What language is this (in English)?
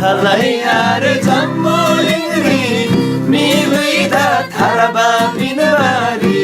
Eastern Tamang